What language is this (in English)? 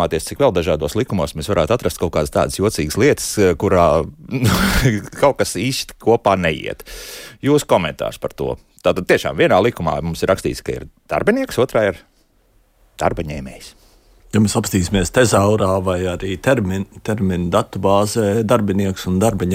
Latvian